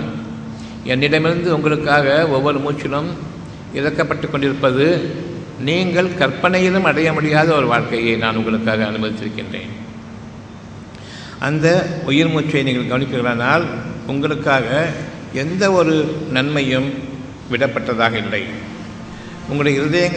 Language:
Tamil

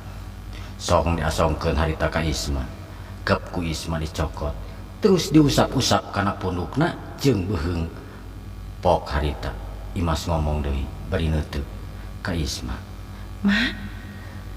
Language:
Sundanese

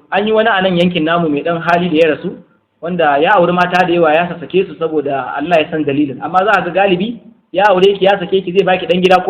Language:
Hausa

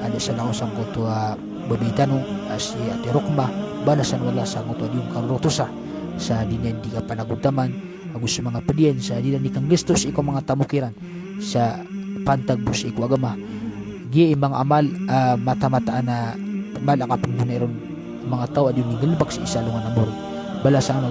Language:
Maranao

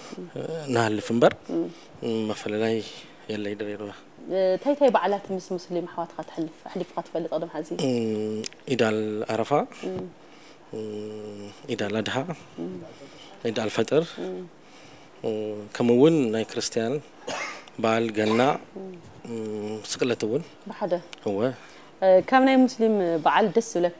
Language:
Tigrinya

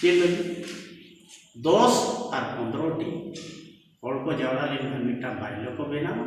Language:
Santali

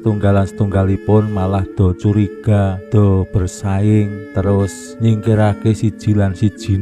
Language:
Javanese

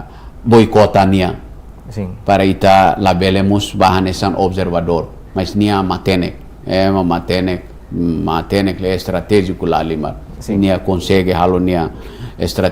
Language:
Tetum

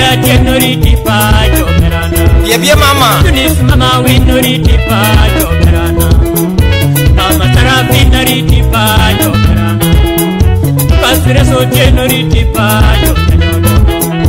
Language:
Luo (Kenya and Tanzania)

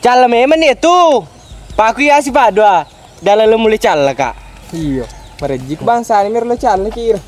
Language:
Buginese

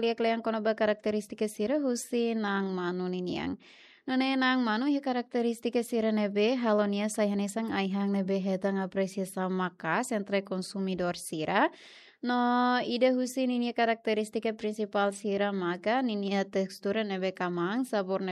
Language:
Tetum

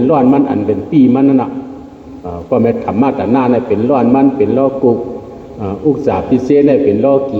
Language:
Shan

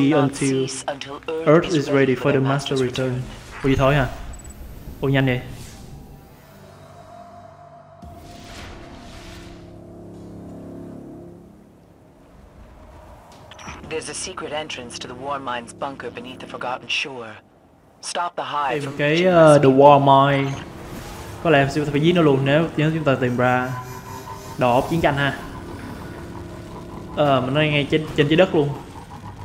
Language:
Vietnamese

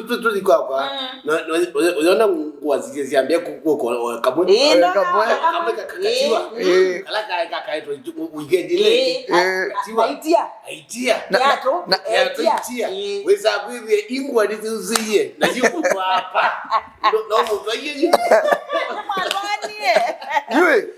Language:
Kamba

